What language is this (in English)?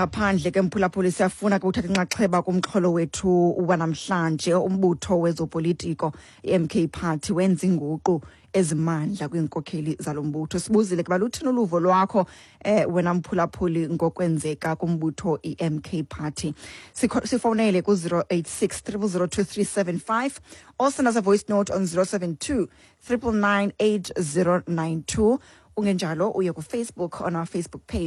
Xhosa